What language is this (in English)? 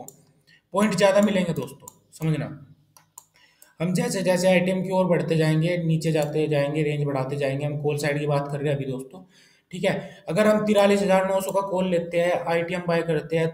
Hindi